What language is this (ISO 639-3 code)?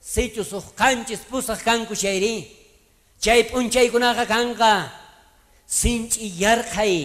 quh